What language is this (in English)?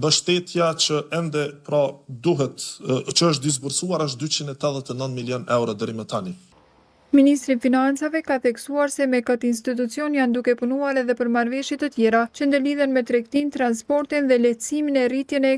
Albanian